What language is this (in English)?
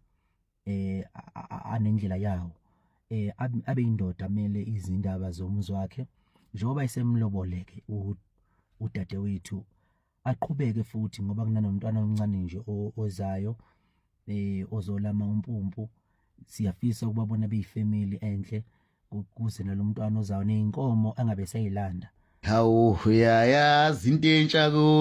Zulu